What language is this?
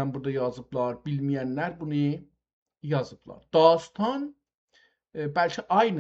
South Azerbaijani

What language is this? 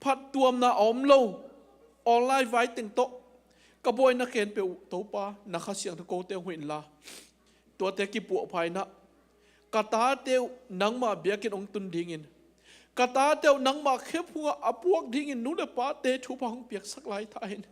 Tedim Chin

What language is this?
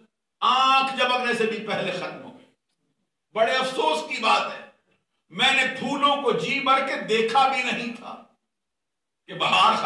Urdu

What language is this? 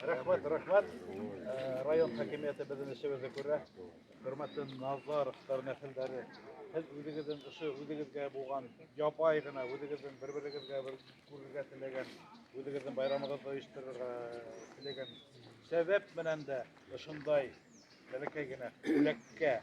Bashkir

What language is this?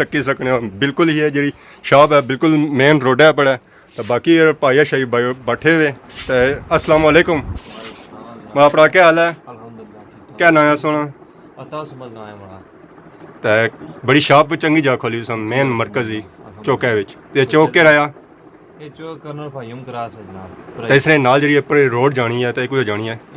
Pahari-Potwari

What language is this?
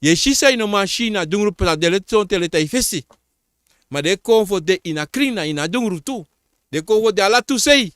Sranan Tongo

